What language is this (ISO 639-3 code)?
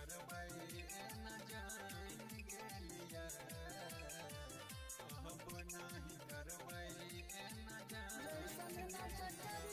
bho